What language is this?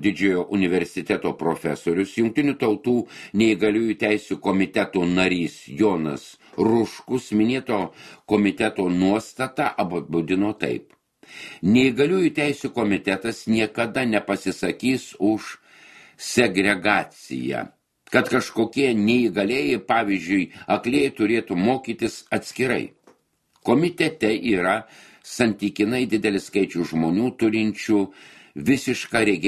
Lithuanian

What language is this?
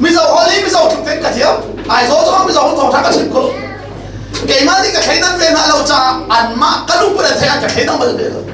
Hakha Chin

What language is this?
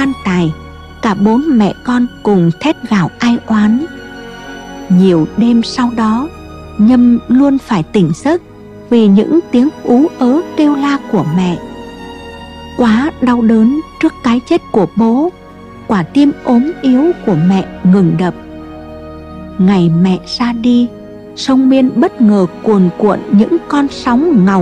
Vietnamese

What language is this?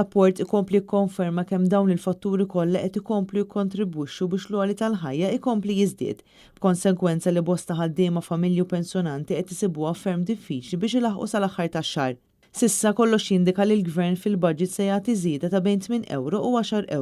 Maltese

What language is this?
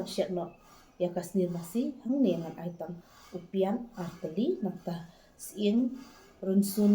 Khasi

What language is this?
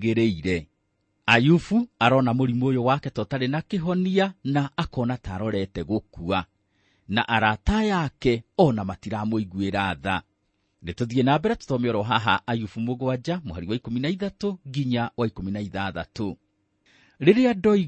Kikuyu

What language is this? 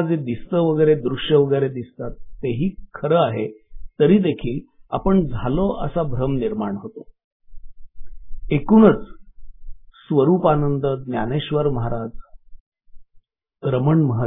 Marathi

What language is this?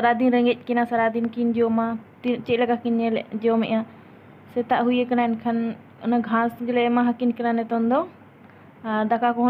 Santali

